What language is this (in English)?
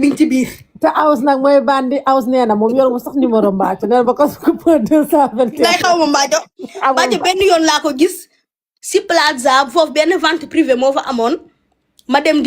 Wolof